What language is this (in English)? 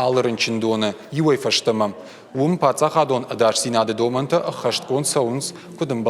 Ossetic